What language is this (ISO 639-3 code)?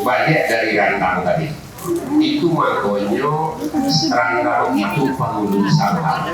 min